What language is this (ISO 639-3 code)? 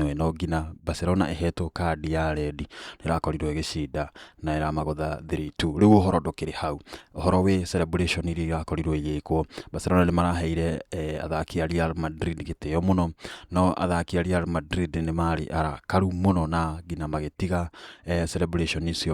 kik